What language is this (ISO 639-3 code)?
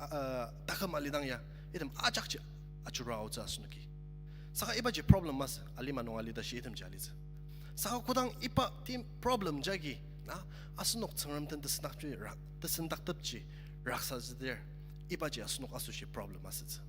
njo